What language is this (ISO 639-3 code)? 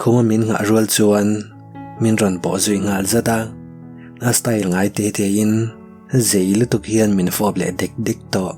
lus